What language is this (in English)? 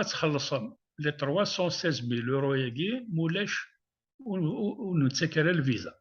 Kabyle